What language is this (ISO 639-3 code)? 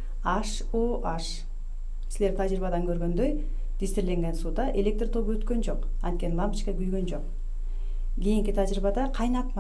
kir